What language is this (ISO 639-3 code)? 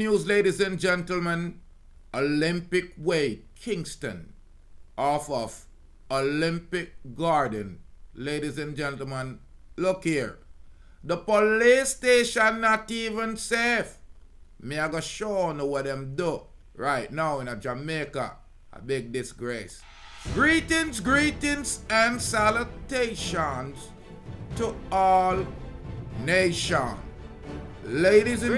jam